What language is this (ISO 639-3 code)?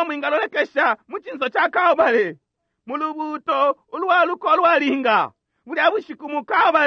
bem